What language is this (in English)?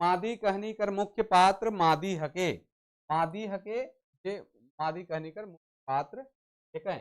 Sadri